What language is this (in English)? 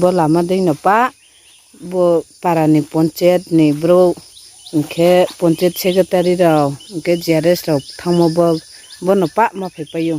Riang (India)